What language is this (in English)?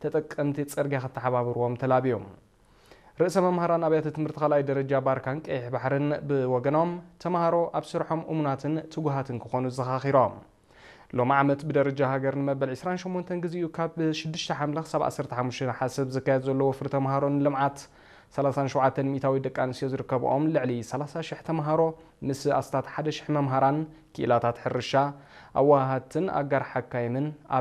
Tigrinya